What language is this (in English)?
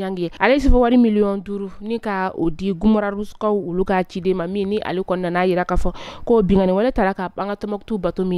Bambara